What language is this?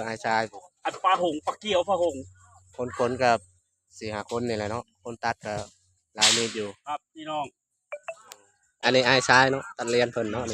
Lao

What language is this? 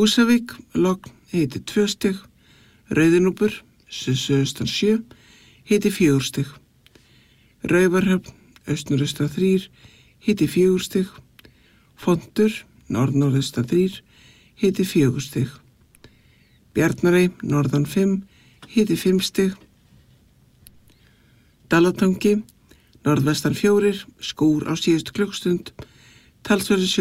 Icelandic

